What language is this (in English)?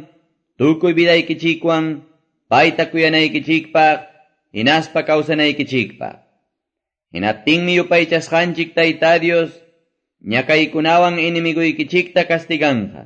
Quechua